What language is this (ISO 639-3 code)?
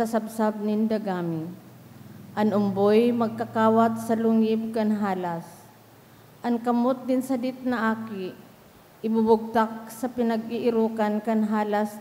bik